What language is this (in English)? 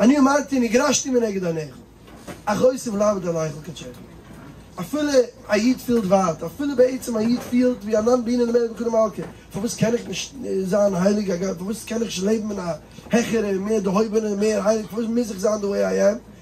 Yiddish